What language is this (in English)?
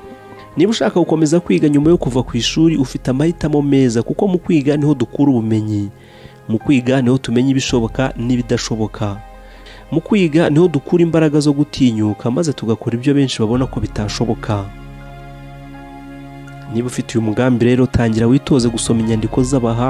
Kinyarwanda